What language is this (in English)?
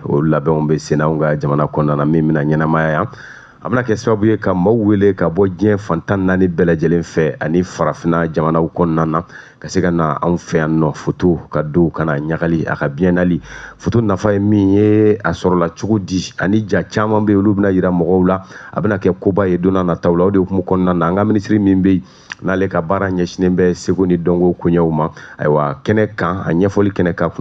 Bambara